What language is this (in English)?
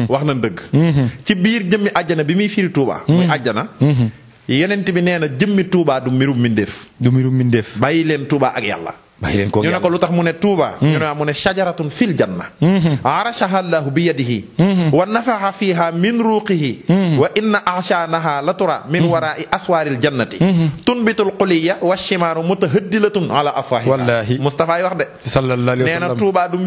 Wolof